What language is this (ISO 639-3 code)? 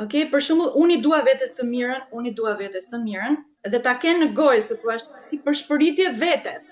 sqi